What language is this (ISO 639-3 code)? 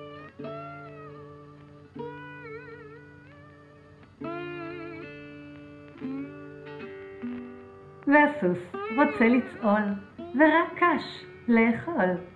heb